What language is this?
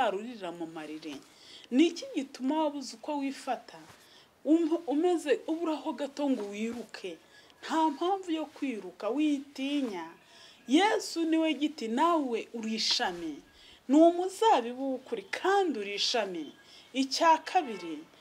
Kinyarwanda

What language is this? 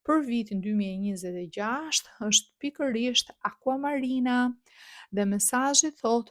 Albanian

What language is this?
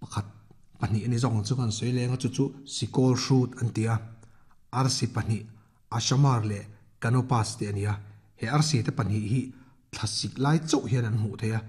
Mizo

